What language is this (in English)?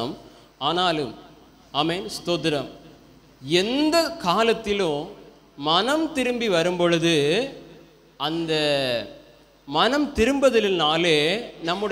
Tamil